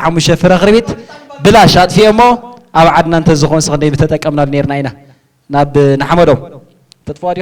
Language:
Tigrinya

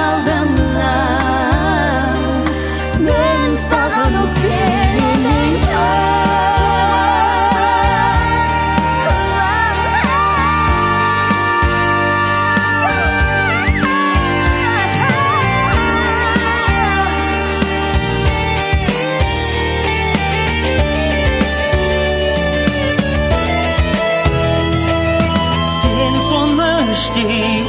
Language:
Kazakh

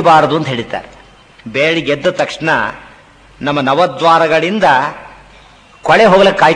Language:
Kannada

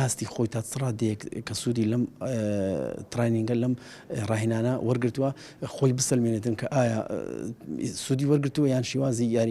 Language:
Central Kurdish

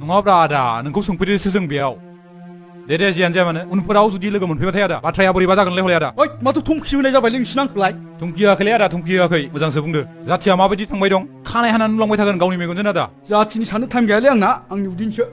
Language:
Bodo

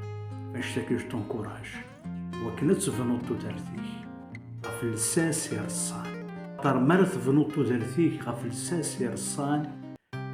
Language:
Kabyle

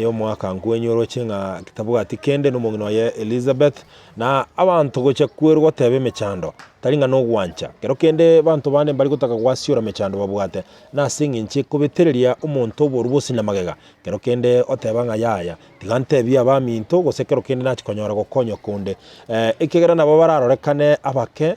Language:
Gusii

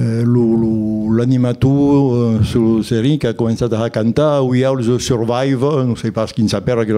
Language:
Occitan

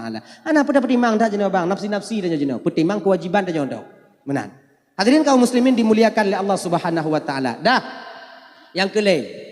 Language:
Achinese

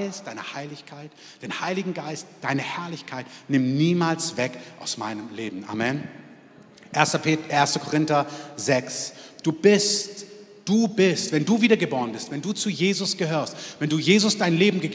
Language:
German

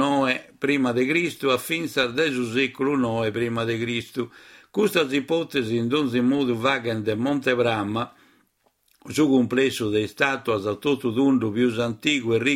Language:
Sardinian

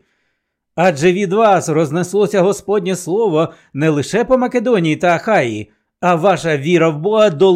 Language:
Ukrainian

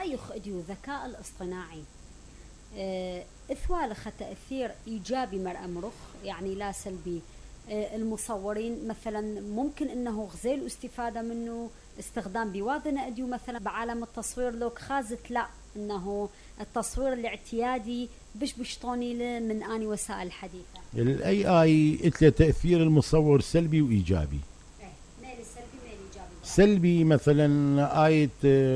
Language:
Mesopotamian Arabic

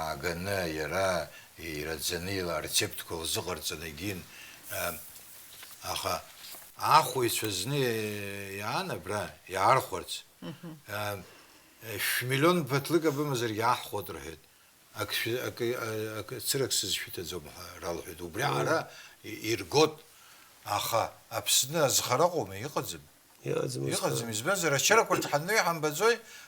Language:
Abkhazian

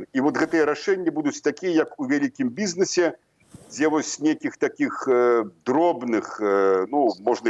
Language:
Belarusian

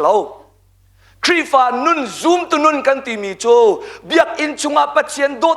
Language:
Hakha Chin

